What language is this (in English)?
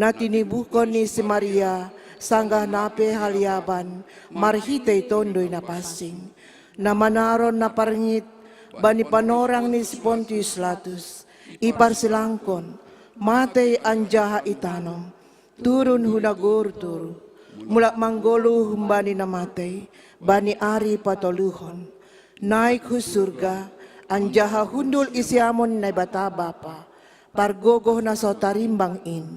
Batak Simalungun